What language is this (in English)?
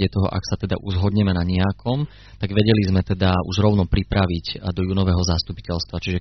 Slovak